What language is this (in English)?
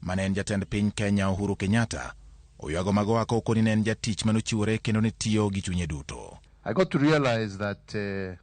Luo (Kenya and Tanzania)